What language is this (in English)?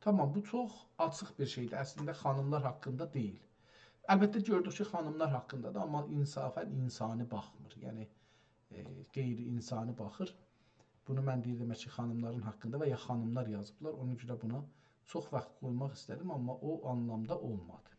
South Azerbaijani